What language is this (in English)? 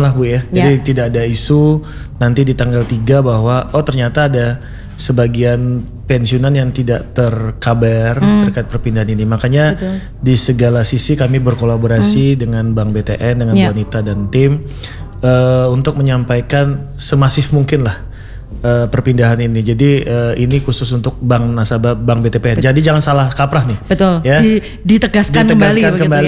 Indonesian